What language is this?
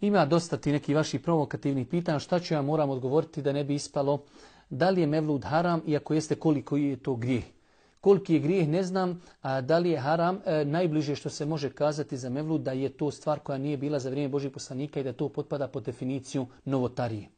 Bosnian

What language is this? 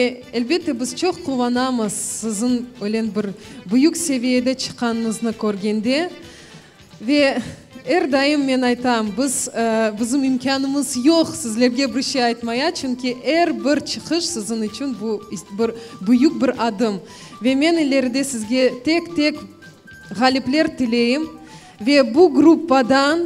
Crimean Tatar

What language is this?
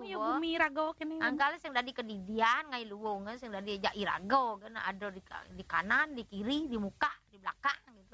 Balinese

